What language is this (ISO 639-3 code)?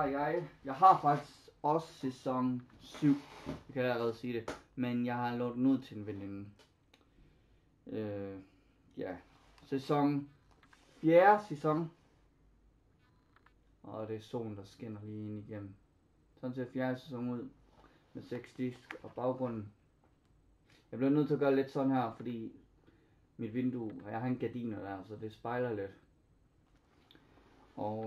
dan